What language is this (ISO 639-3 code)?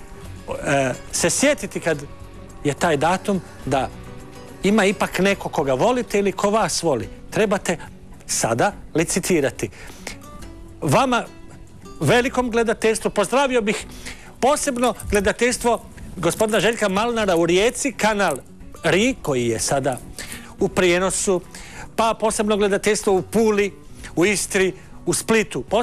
hrv